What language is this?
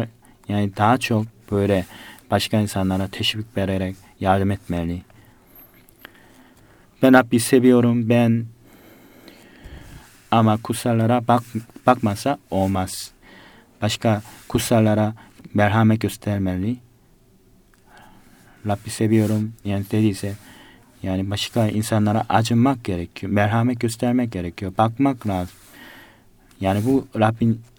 Turkish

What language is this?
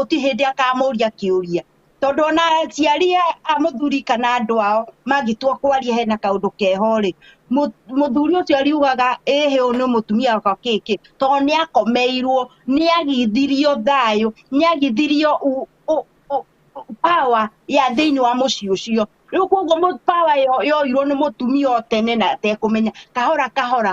Kikuyu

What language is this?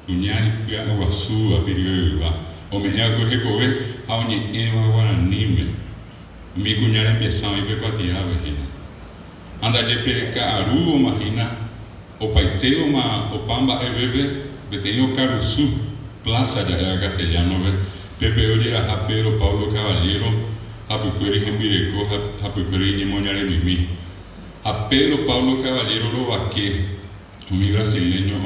Guarani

